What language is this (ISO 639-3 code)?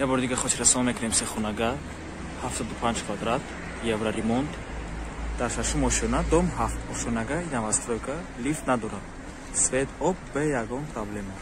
tgk